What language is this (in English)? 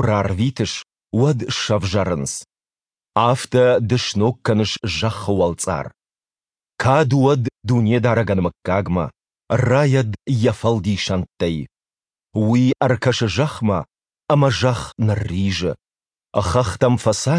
Ossetic